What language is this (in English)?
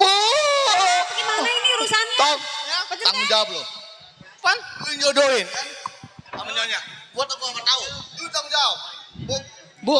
Betawi